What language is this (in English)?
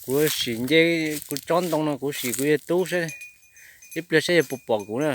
Hmong